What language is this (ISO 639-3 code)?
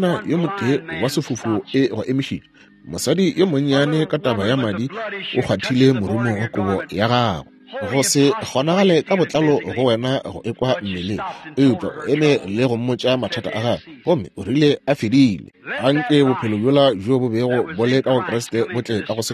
nso